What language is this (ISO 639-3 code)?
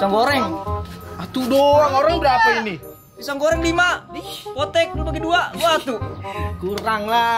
bew